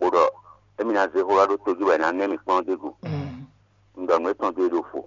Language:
Fon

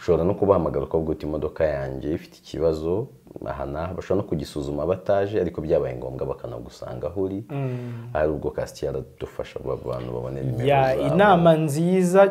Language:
Kinyarwanda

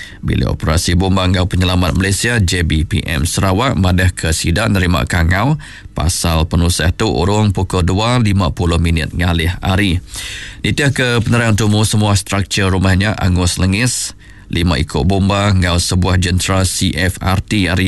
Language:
Iban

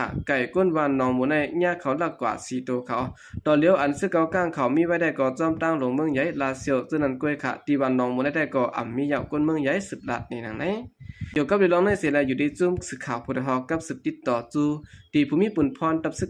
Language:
Shan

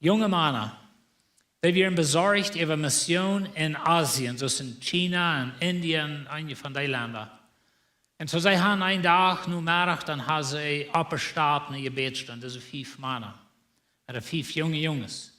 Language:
Plautdietsch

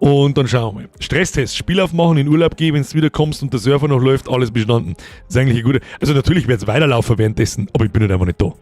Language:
Bavarian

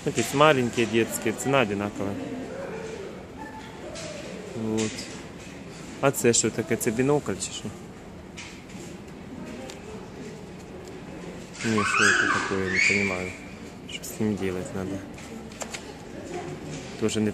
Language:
Russian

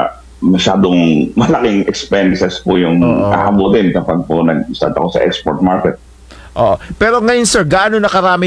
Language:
Filipino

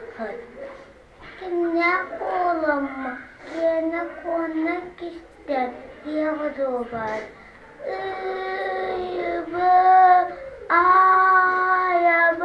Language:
Yakut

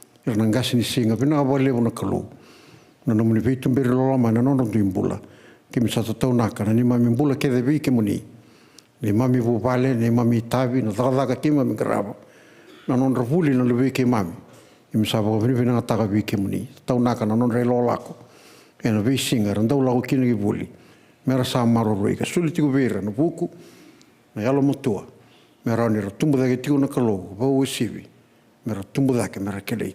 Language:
Fijian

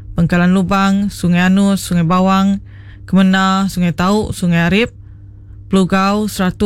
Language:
Iban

